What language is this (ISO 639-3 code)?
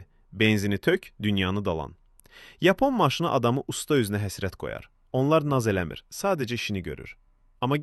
aze